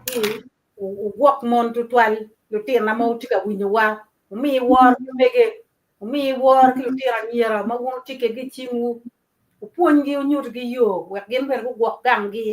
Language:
Acoli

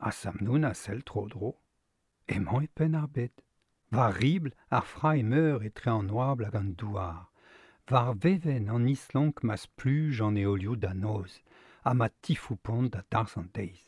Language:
Breton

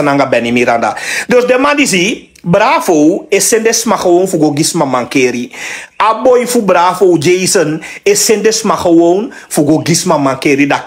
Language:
Sranan Tongo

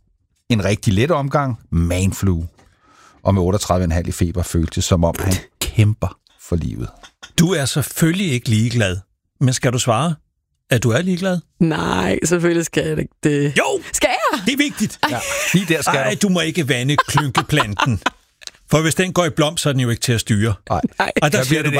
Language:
Danish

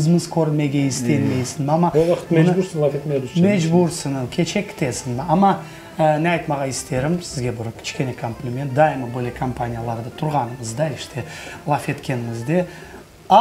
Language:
Crimean Tatar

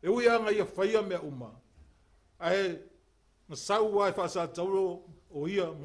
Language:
Samoan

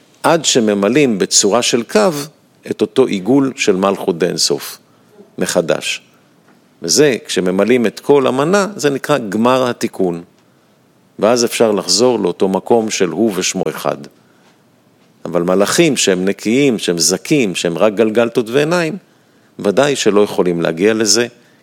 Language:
Hebrew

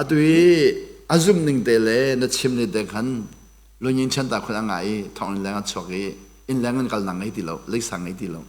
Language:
Hakha Chin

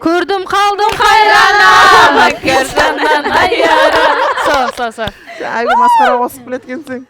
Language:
Kara-Kalpak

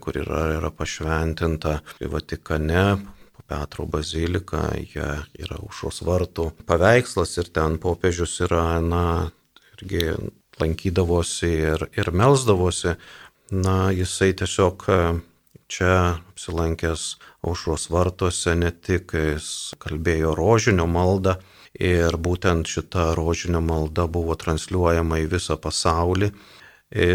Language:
Lithuanian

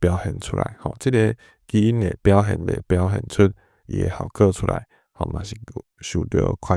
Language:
Min Nan Chinese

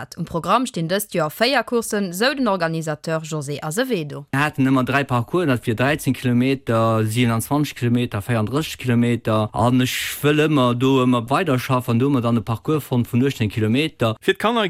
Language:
Luxembourgish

